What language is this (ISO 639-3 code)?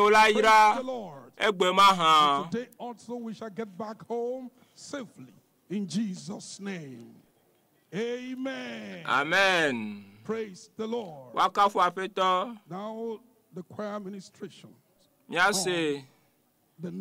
ewe